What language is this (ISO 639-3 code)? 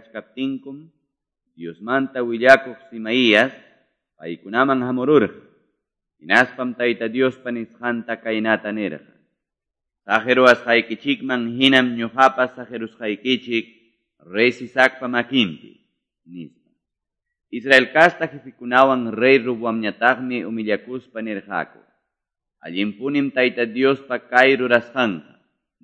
que